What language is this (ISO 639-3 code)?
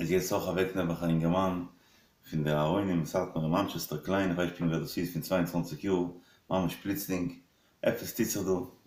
yid